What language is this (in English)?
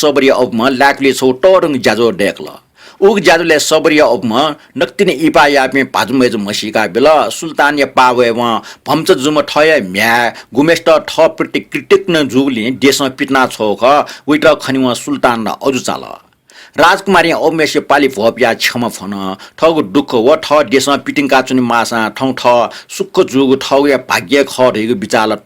Newari